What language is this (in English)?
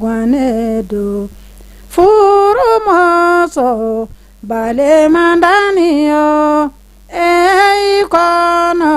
Bambara